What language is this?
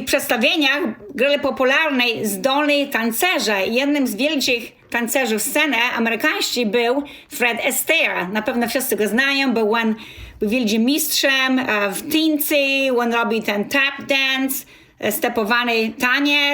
Kashubian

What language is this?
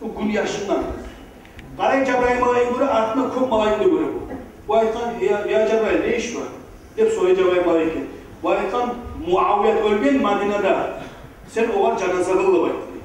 Kumyk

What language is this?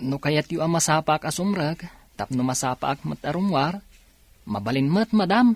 Iloko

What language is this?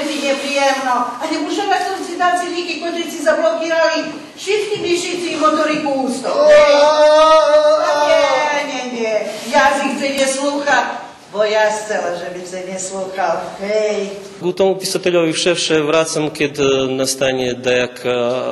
Rusyn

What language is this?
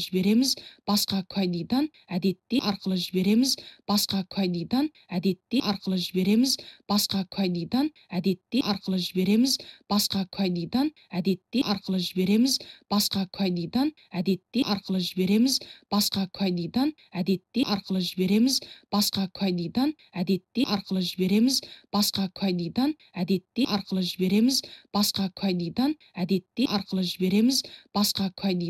Kazakh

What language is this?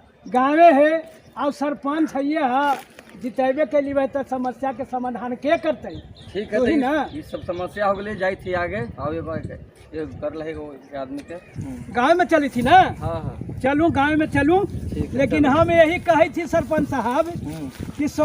Magahi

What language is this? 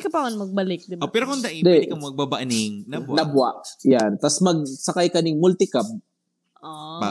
Bikol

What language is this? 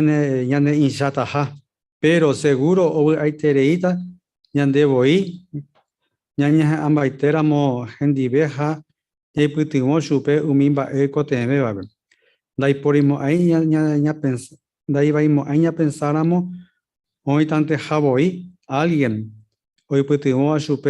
Guarani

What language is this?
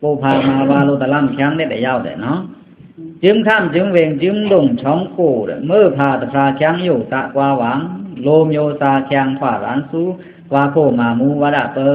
Pa'o Karen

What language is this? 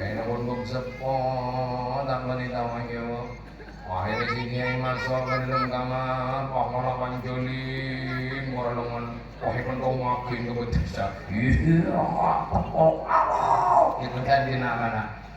Madurese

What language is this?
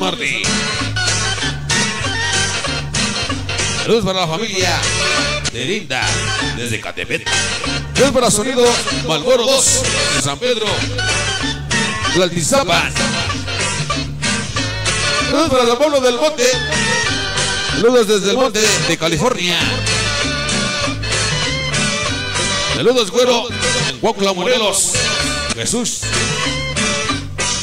Spanish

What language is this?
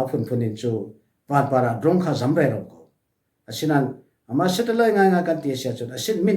Falam Chin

